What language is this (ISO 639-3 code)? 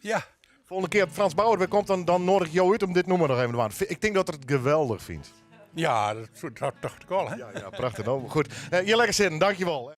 fry